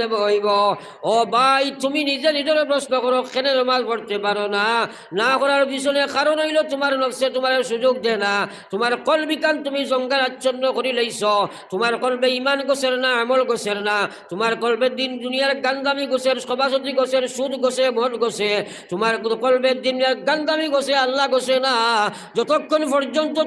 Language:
Sylheti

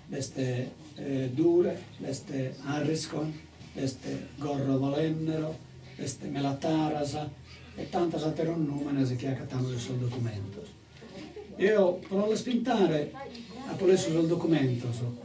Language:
Sardinian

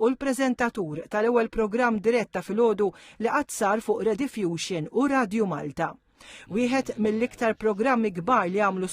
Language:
Maltese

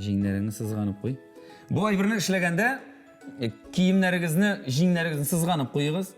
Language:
Tatar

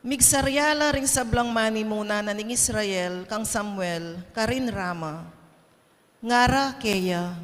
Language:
Pampanga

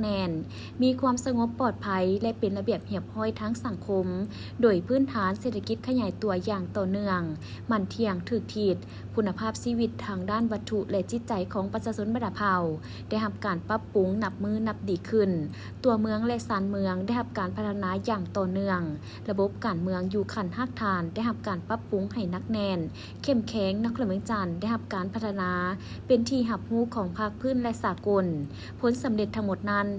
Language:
Lao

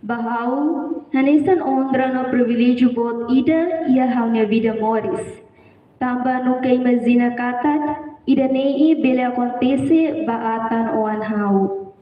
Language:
Tetum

